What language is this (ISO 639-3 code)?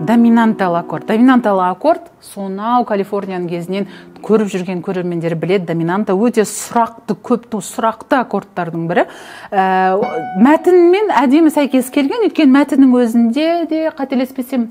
kaz